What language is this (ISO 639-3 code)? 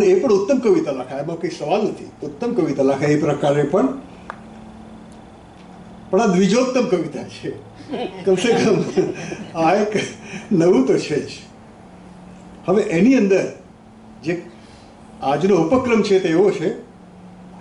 guj